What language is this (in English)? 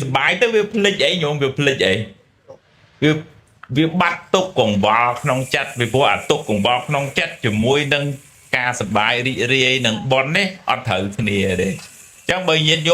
Khmer